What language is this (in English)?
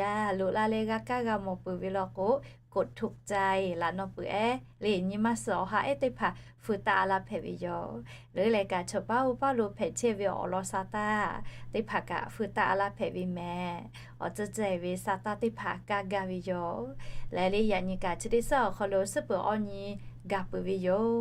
Lahu